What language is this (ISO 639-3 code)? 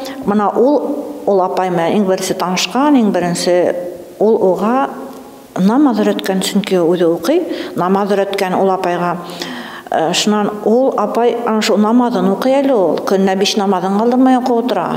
bak